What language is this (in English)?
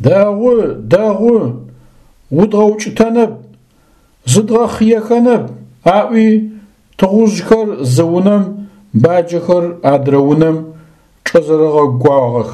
Adyghe